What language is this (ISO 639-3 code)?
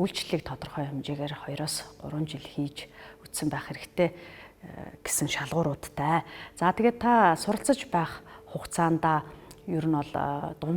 mon